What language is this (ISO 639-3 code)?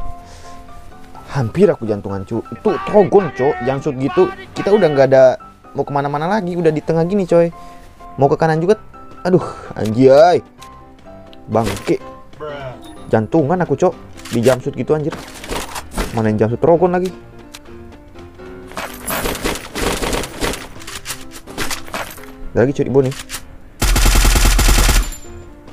ind